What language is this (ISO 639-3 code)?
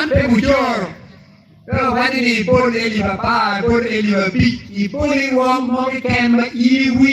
ach